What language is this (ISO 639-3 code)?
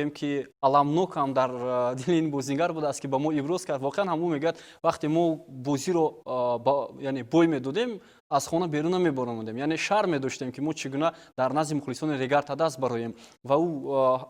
tgk